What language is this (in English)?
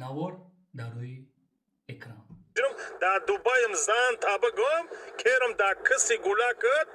Tajik